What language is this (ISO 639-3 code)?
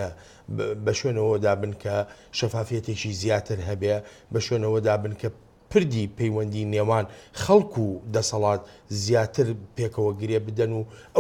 ckb